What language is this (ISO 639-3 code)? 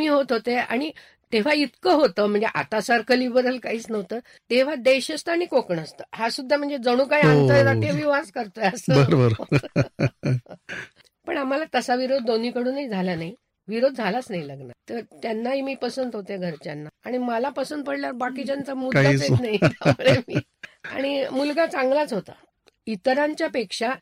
mar